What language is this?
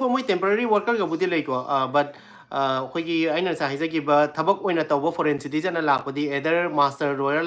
Manipuri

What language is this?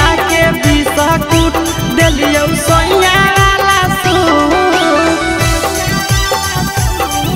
Magahi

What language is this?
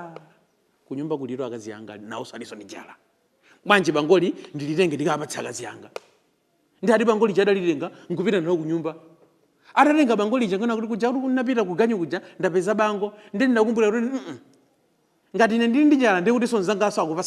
Nyanja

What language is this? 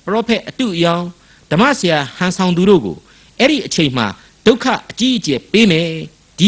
Burmese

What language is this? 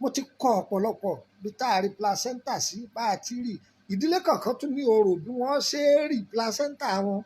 Yoruba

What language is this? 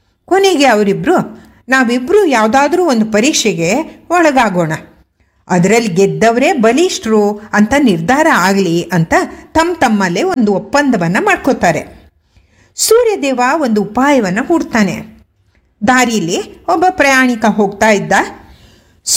Kannada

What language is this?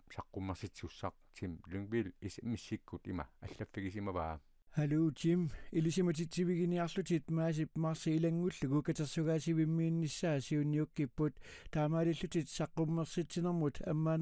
Kalaallisut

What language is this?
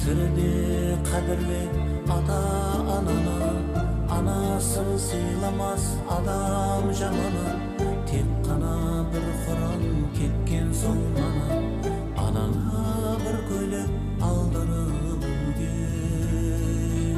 Kara-Kalpak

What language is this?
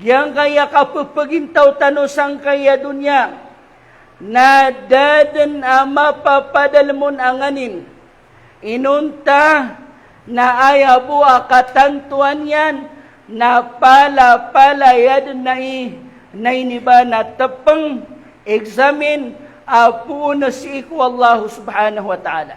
Maranao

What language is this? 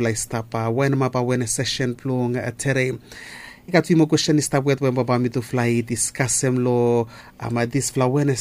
Bislama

